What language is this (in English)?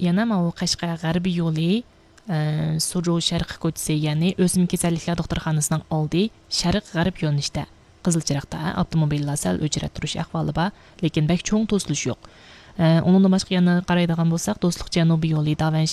Uyghur